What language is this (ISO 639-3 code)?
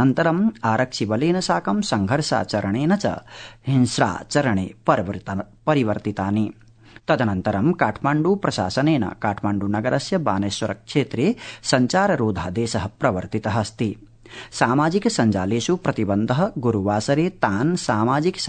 san